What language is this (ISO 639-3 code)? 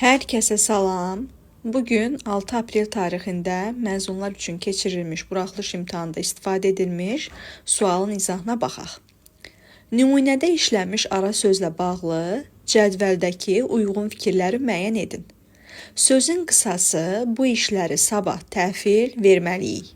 aze